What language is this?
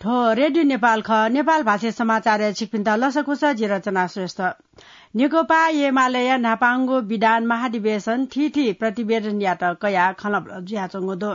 Newari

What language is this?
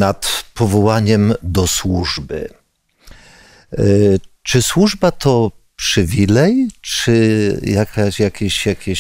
Polish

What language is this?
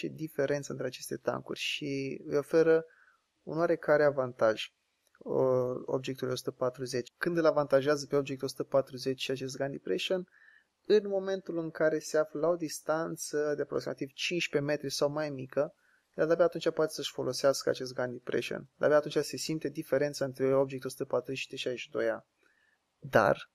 Romanian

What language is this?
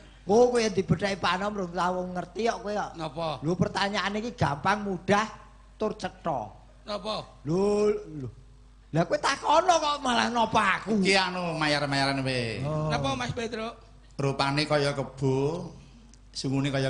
Javanese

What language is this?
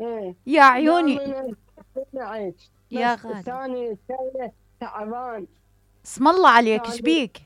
Mesopotamian Arabic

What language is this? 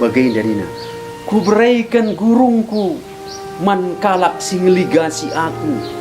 Batak Karo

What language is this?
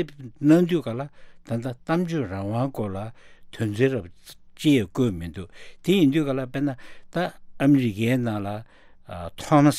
Tibetan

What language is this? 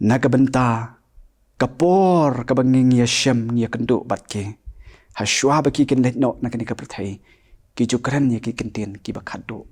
Khasi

